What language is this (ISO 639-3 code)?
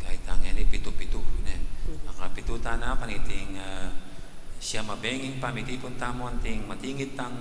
pam